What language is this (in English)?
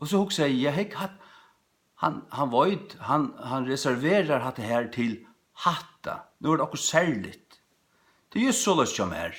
Faroese